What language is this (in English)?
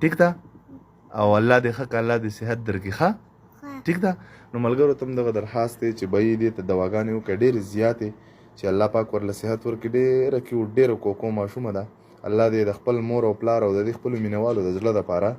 Pashto